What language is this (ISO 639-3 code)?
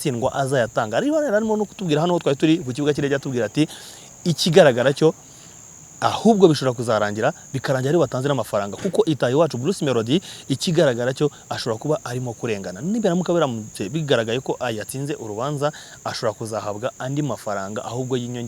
kin